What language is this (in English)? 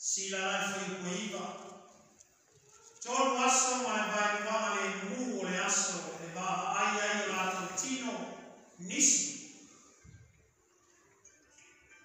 Samoan